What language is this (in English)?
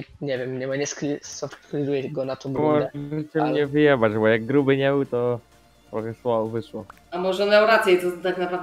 Polish